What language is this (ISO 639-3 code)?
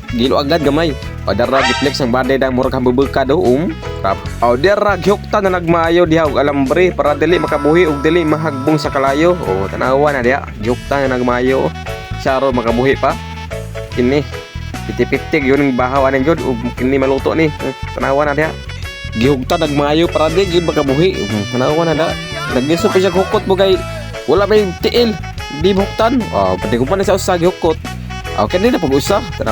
ceb